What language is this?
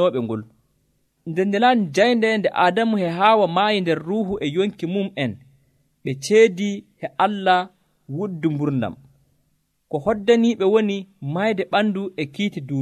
Nigerian Fulfulde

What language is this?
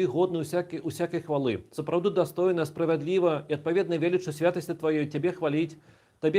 Belarusian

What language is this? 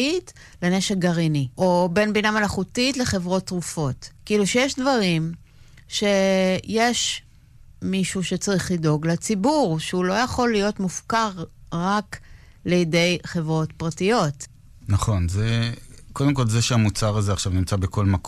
Hebrew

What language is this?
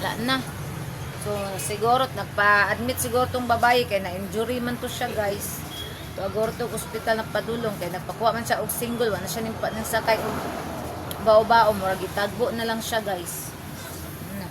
Cebuano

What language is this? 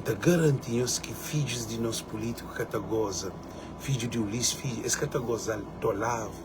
Kabuverdianu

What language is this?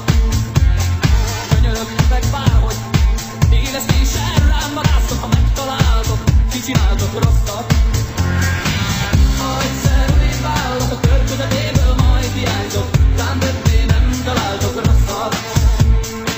Hungarian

